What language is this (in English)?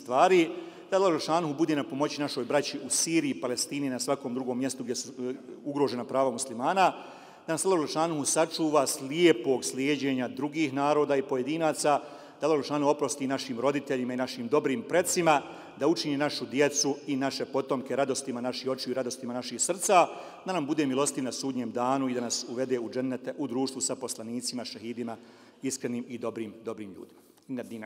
Bosnian